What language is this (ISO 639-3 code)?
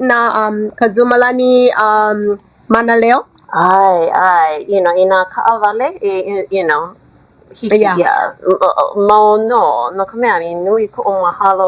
haw